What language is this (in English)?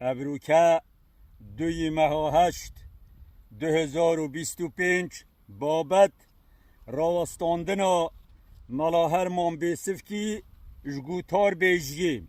Kurdish